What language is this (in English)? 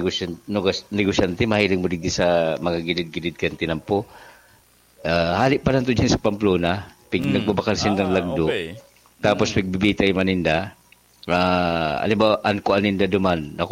Bikol